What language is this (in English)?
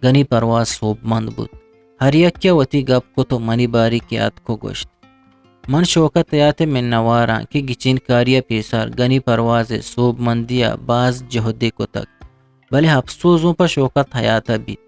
Eastern Balochi